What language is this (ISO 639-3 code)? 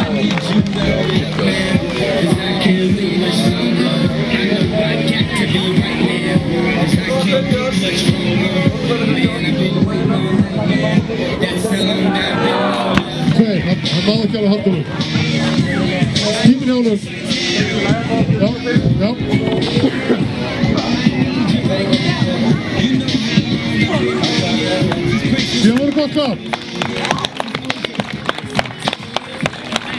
isl